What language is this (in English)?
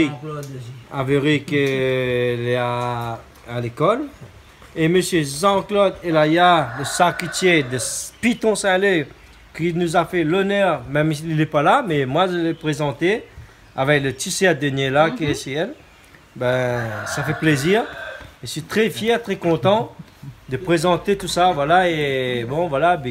Réunion Creole French